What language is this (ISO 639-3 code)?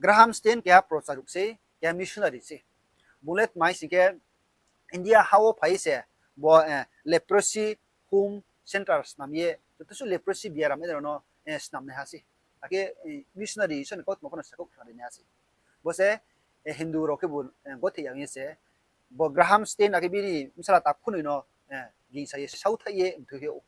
ria